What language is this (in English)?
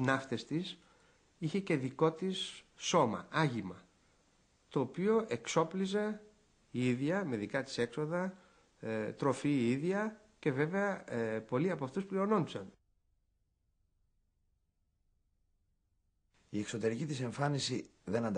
Greek